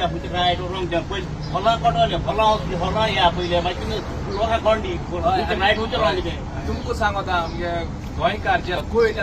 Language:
Konkani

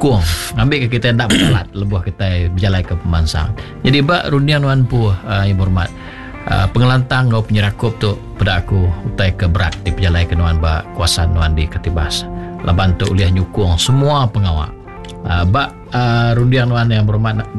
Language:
Iban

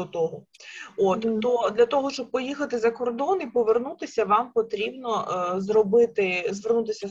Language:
Ukrainian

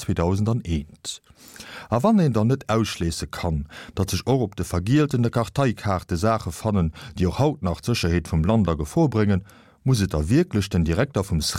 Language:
Luxembourgish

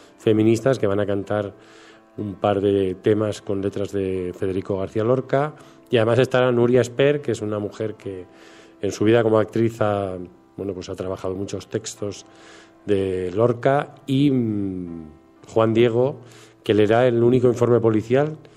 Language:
Spanish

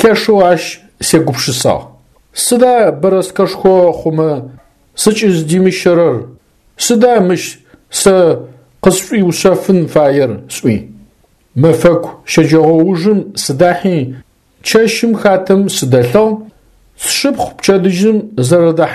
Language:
Adyghe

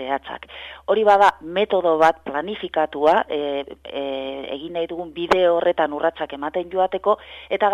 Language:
Basque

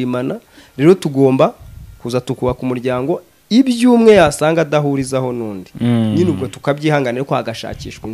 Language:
Kinyarwanda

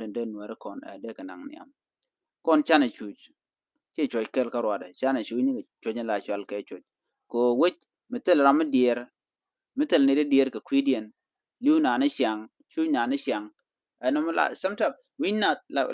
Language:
Nuer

